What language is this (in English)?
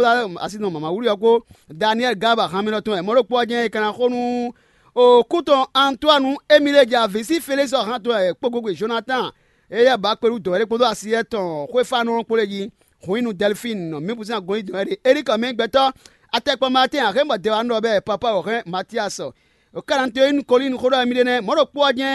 Fon